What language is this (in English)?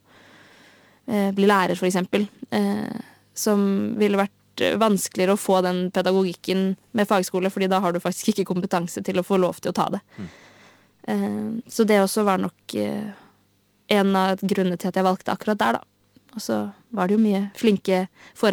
Norwegian